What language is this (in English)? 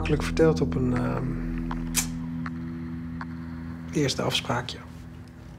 Dutch